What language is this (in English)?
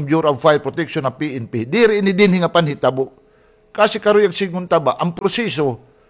Waray